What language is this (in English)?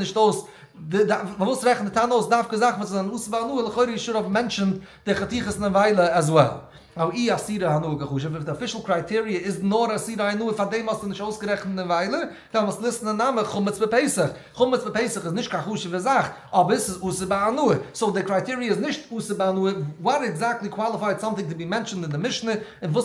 Yiddish